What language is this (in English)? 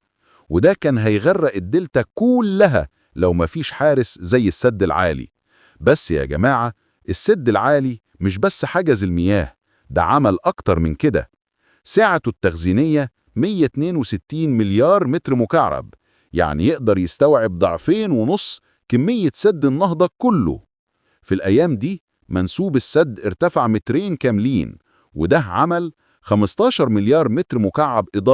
Egyptian Arabic